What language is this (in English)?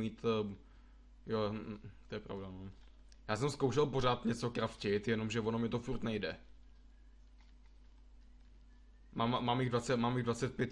Czech